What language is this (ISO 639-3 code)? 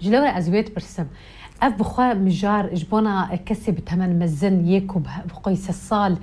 kur